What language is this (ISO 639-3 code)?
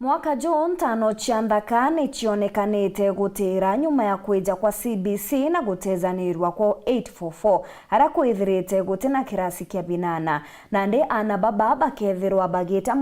mer